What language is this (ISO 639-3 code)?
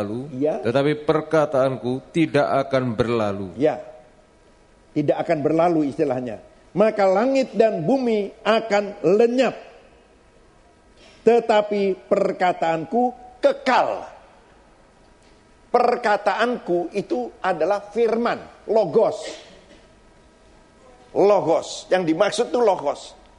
ind